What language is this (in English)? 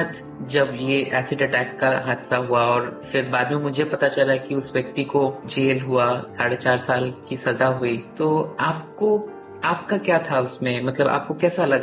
Hindi